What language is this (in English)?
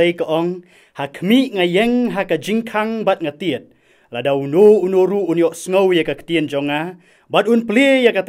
Khasi